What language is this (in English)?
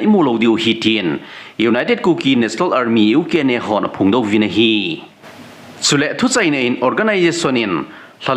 Thado Chin